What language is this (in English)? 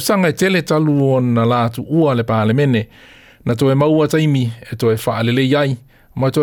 Samoan